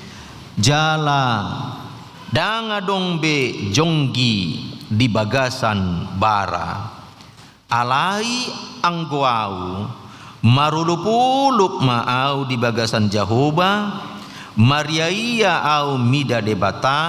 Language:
Batak Toba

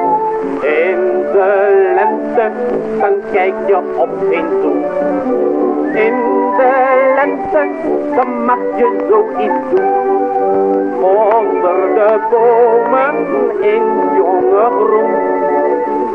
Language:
Dutch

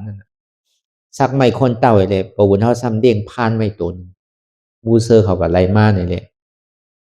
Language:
Shan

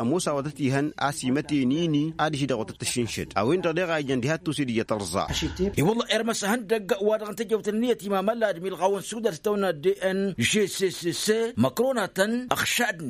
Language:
Tamasheq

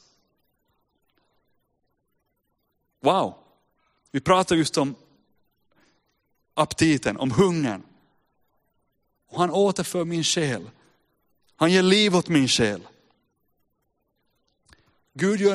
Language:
Swedish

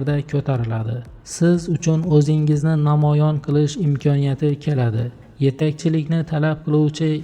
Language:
Uzbek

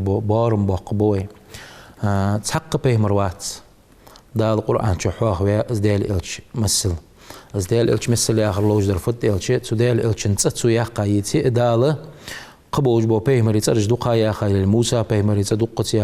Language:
Ingush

